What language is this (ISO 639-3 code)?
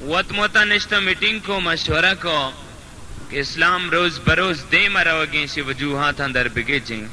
bal